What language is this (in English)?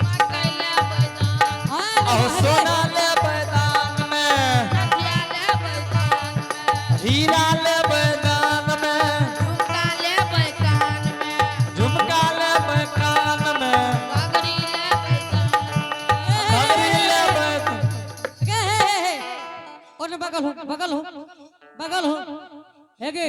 Angika